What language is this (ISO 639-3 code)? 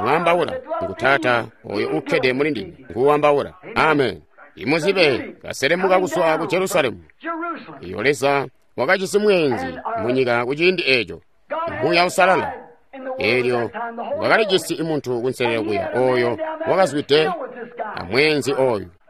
toi